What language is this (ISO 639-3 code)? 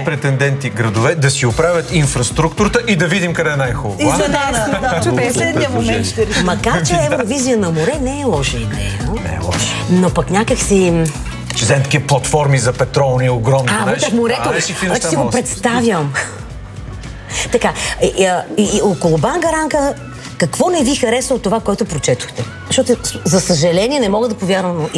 bul